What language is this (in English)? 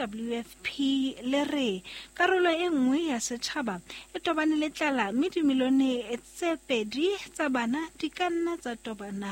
Southern Sotho